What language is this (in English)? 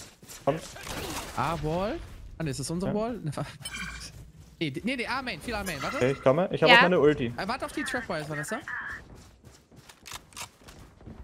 German